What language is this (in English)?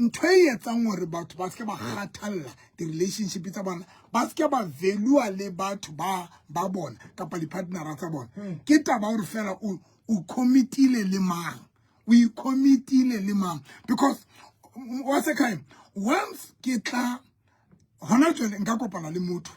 Southern Sotho